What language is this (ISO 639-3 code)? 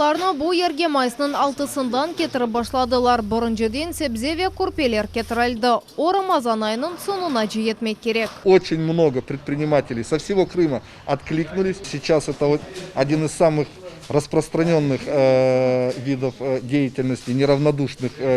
crh